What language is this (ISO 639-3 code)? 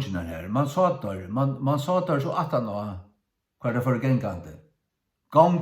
fao